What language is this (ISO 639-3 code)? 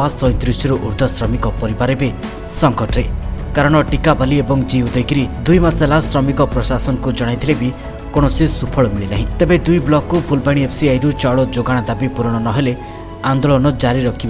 ori